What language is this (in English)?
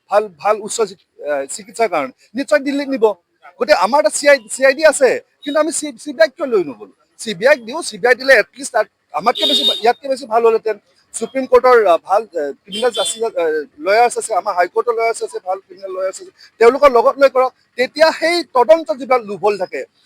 Assamese